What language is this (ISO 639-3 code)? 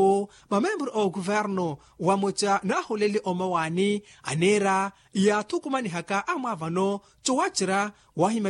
vmw